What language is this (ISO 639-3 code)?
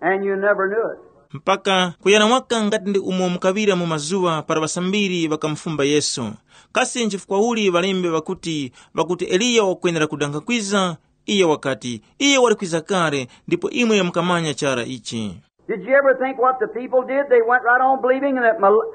tum